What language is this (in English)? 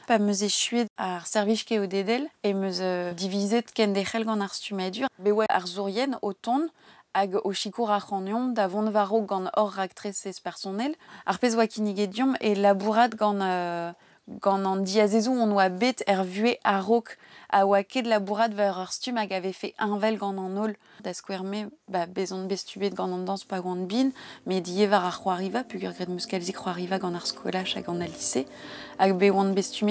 Breton